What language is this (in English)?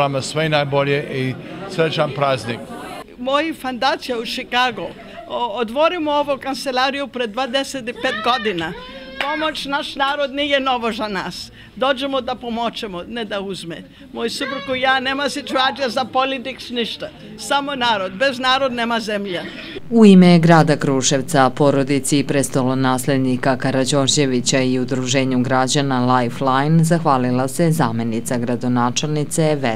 Serbian